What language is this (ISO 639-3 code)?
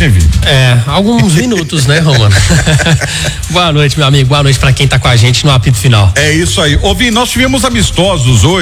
por